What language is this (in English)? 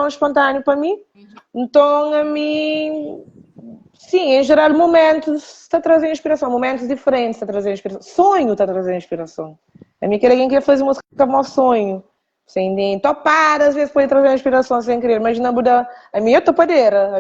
Kabuverdianu